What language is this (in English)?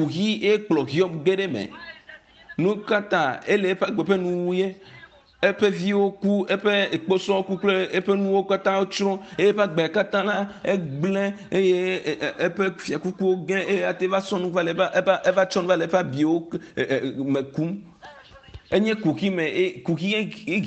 Ewe